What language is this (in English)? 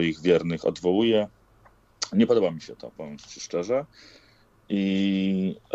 Polish